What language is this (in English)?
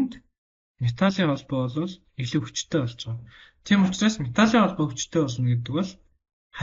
Mongolian